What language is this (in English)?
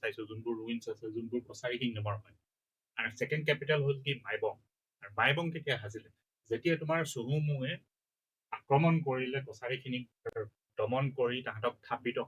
Assamese